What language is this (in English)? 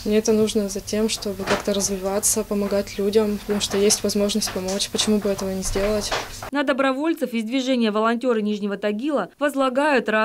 Russian